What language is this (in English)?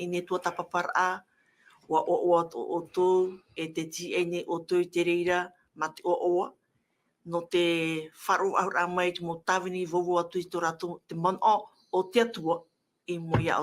Tahitian